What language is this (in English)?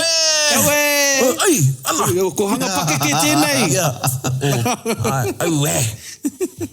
Māori